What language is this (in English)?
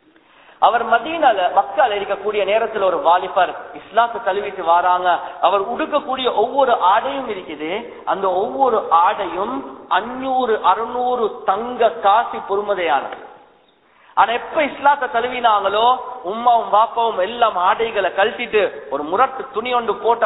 Tamil